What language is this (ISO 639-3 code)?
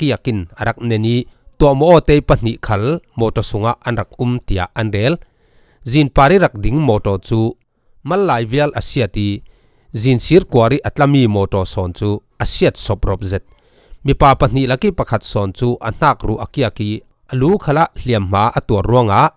cfm